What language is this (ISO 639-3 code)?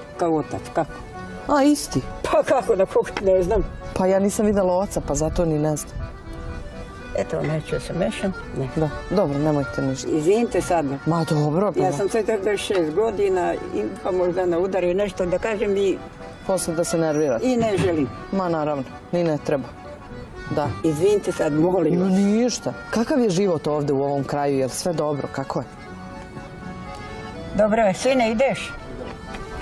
srp